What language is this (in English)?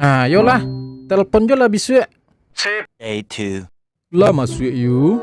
Minangkabau